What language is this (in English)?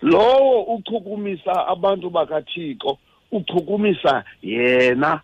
Xhosa